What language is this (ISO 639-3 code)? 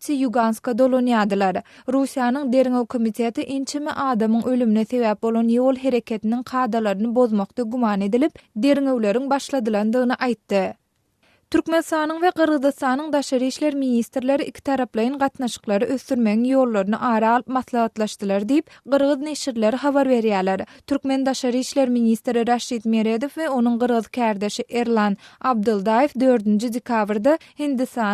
tuk